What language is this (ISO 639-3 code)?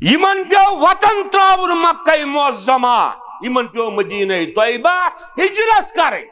kas